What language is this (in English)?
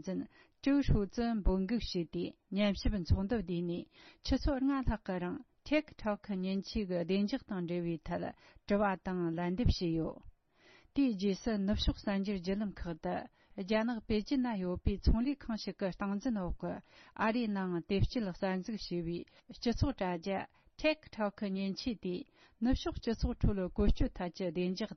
Tibetan